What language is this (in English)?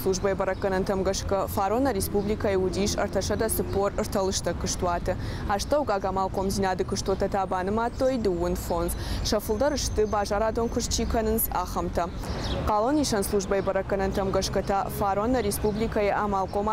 Ossetic